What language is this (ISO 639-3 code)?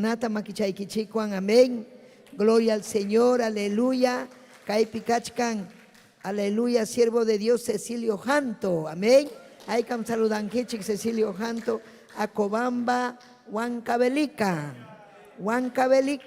quy